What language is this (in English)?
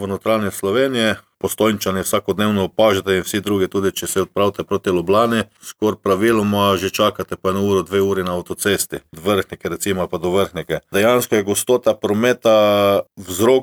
Slovenian